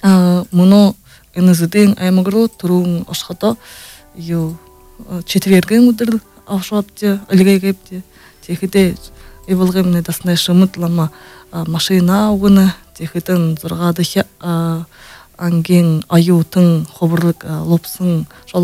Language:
Buriat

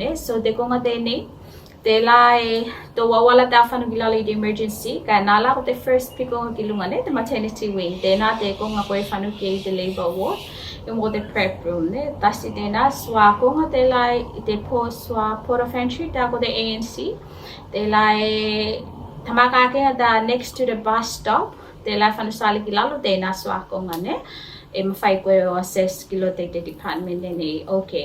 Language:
Tuvalu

